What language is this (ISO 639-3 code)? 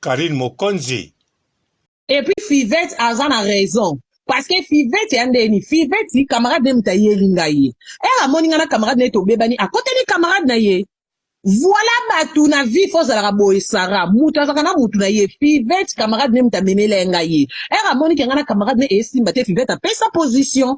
lin